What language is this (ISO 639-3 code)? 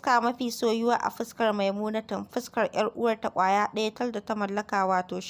hau